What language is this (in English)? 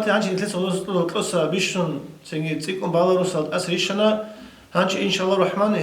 Avaric